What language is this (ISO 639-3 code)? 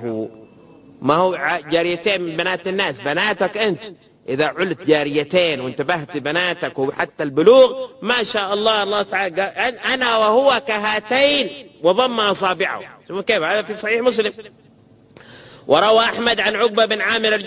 ara